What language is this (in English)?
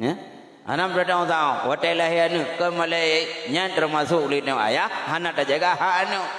Achinese